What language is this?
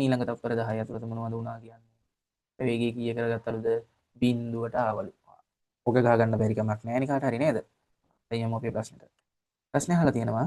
Sinhala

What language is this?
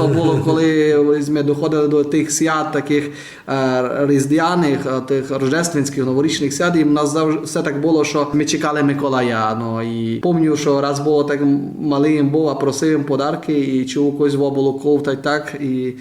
Rusyn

